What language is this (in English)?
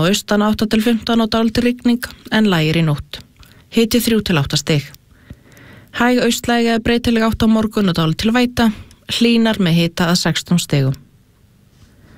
Icelandic